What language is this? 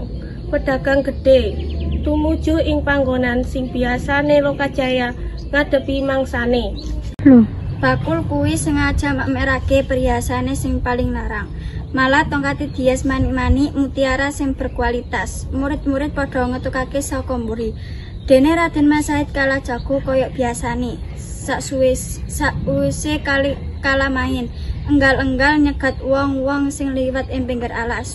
Javanese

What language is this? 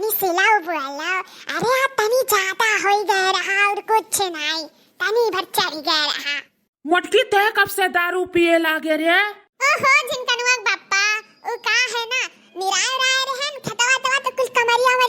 Awadhi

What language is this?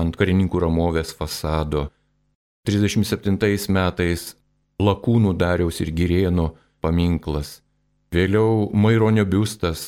Lithuanian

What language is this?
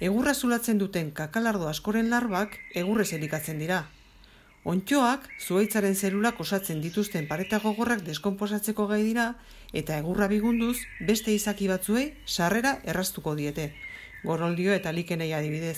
Basque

